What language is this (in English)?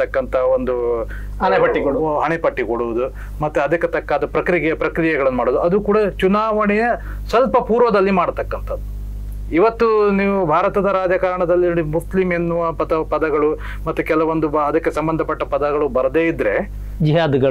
Kannada